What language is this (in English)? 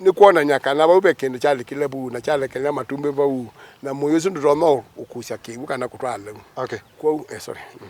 Kamba